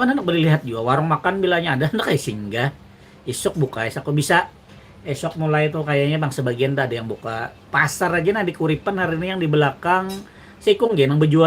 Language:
Banjar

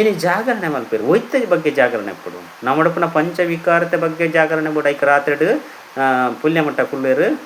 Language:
Tulu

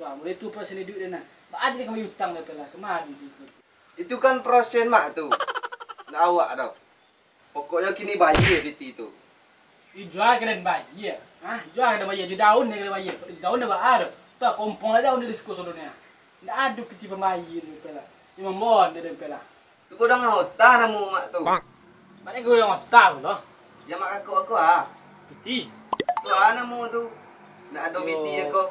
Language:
Minangkabau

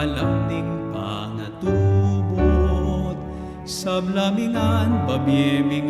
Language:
Pampanga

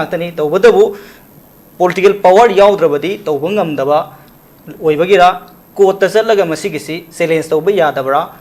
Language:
Manipuri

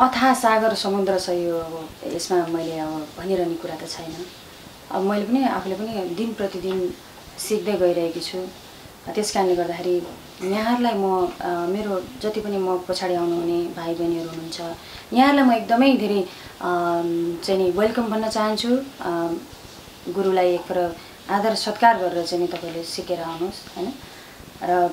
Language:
Nepali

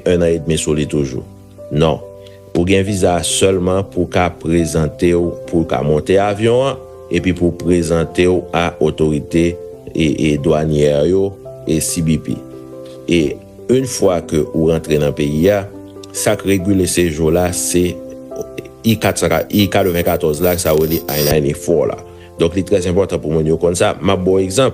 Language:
Haitian Creole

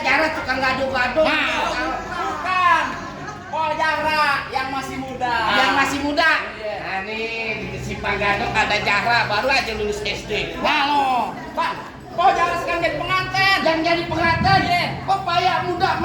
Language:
Betawi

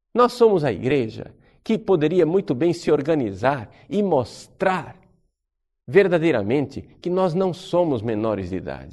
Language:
Portuguese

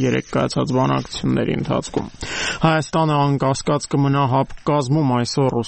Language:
Armenian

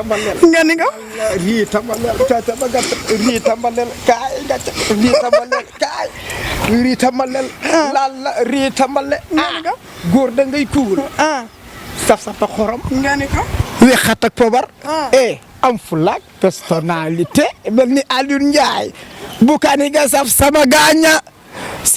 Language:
Wolof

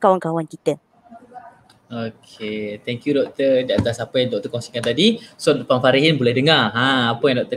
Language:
Malay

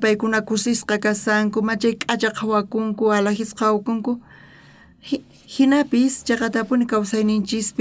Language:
South Bolivian Quechua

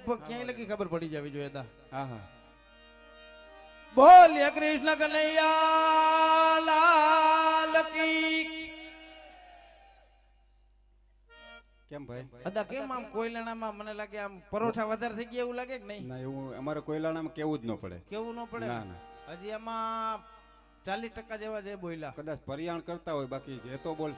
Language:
Gujarati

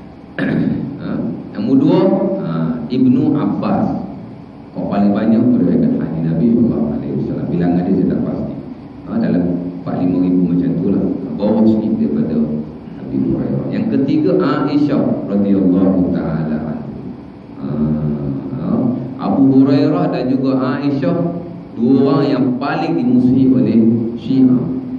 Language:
Malay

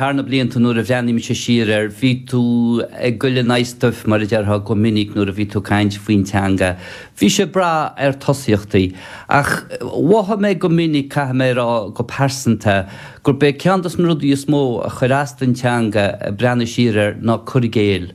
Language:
Irish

